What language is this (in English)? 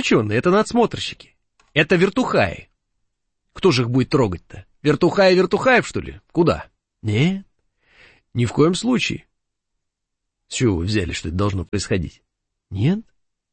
Russian